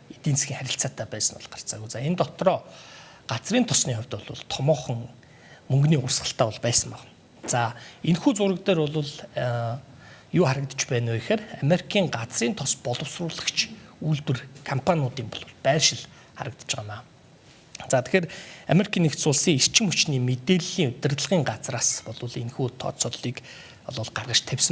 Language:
Mongolian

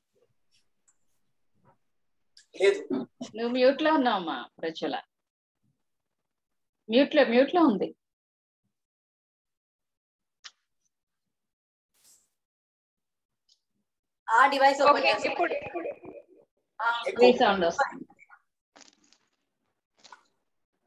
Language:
Telugu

